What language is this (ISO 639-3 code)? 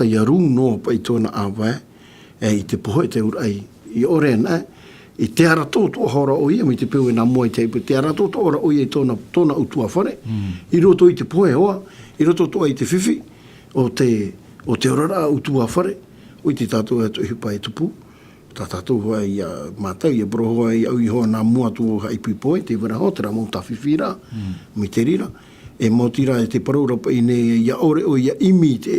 tah